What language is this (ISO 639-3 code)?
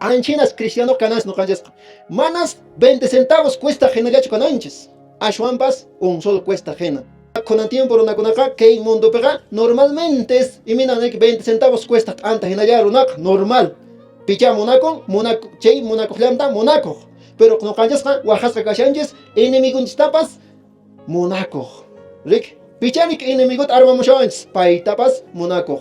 que